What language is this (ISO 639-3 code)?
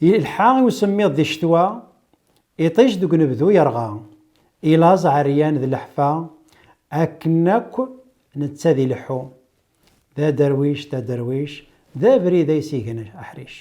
kab